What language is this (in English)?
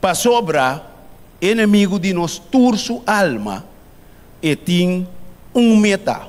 Papiamento